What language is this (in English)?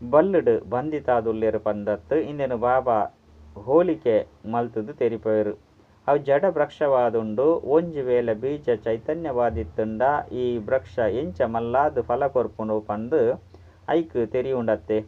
Tulu